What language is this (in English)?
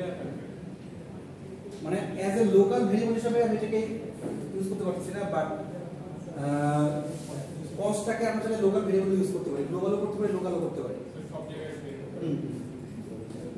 Bangla